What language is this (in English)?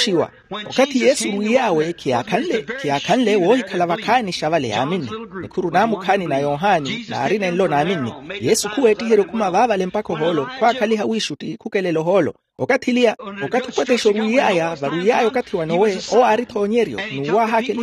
Makhuwa